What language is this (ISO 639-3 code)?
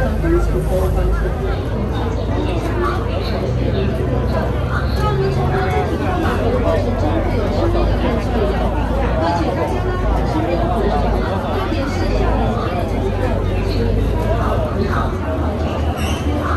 zho